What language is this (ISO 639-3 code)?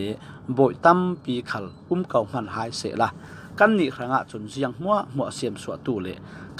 cfm